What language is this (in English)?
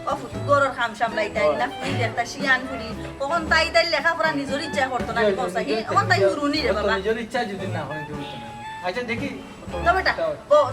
Sylheti